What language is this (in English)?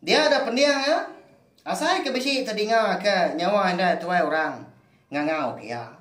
Iban